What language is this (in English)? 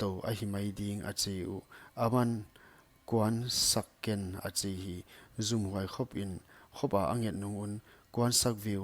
Paite Chin